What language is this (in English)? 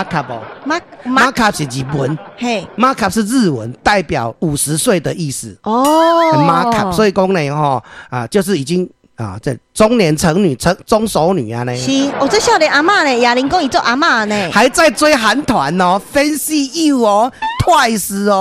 Min Nan Chinese